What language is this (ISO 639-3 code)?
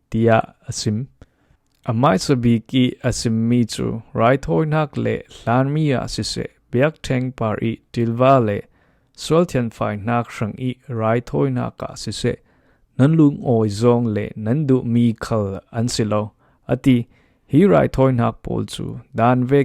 cfm